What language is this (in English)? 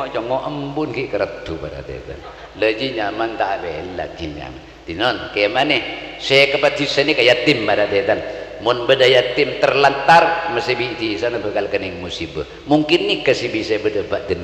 Madurese